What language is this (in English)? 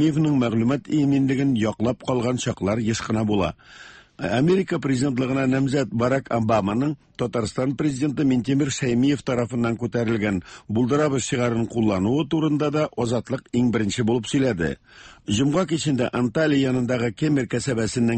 Tatar